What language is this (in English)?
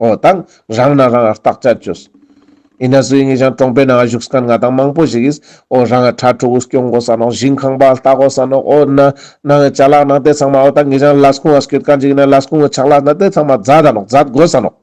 Ladakhi